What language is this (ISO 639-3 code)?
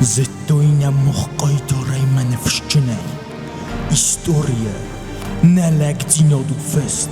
oss